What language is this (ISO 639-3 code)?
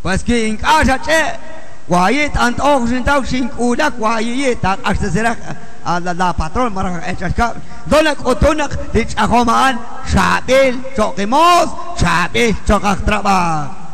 kek